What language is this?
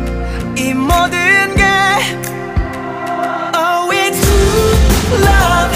Korean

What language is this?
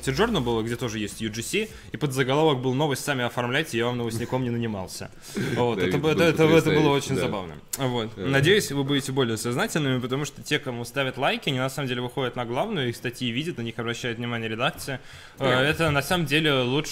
Russian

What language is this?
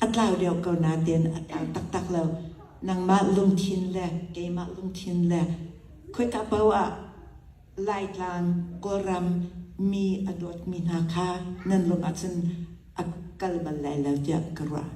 Hakha Chin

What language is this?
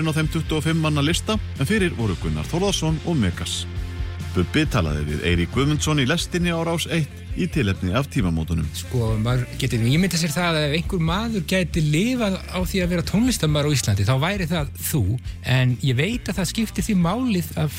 Icelandic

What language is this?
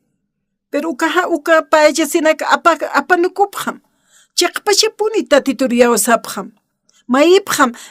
Aymara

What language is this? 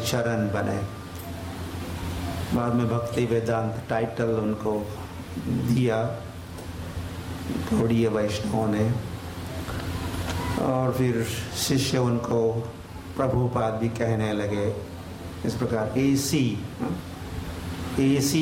Hindi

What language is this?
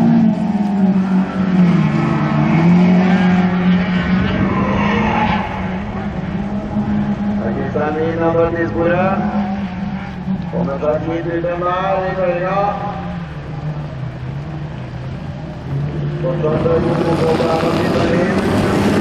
Norwegian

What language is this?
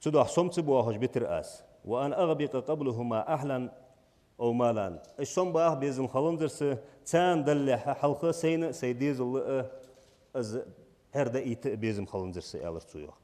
Ingush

